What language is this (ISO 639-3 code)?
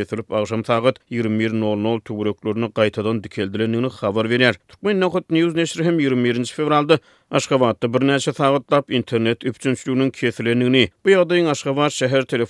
tuk